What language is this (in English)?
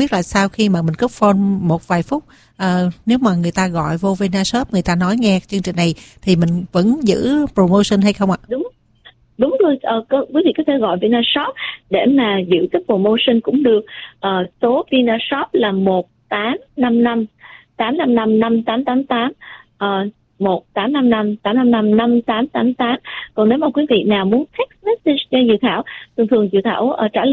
Vietnamese